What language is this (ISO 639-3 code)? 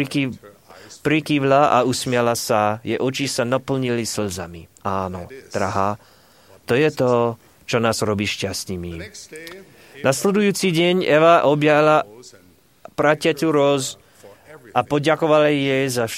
slk